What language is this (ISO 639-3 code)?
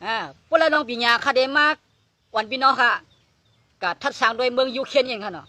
shn